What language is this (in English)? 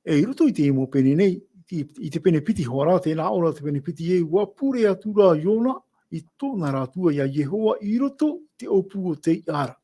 Tahitian